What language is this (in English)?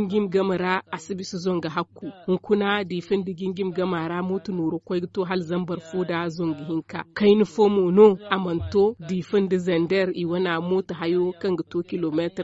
Zarma